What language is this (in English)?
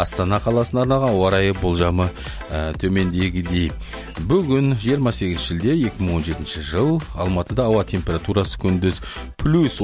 Kazakh